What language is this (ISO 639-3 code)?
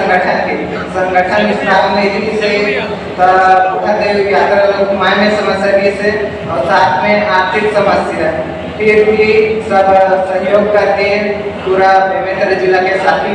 hne